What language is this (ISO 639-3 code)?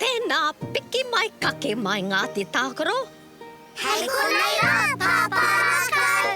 mri